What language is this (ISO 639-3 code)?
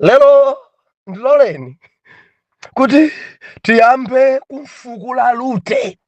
nya